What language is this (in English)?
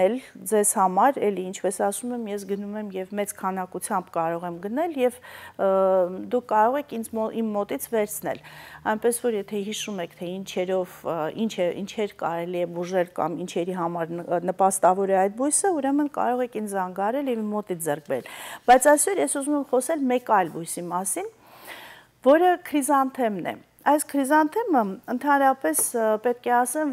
Armenian